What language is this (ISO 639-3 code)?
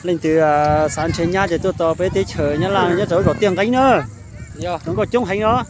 hmn